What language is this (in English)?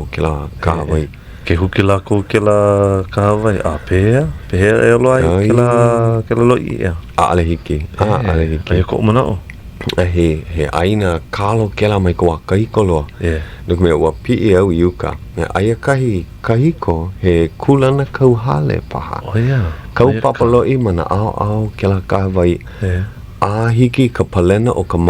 Hawaiian